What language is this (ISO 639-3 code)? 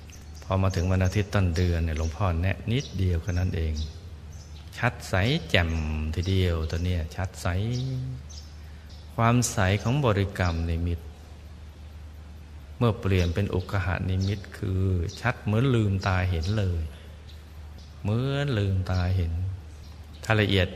tha